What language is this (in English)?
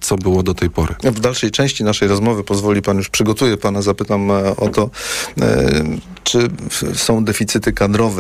Polish